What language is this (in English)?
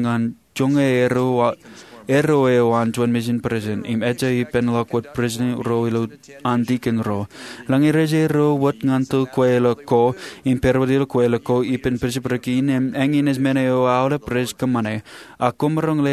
Marshallese